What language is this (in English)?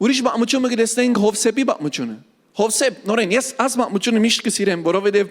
Western Armenian